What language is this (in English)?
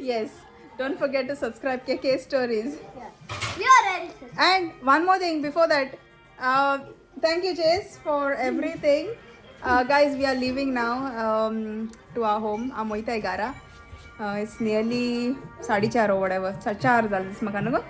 Konkani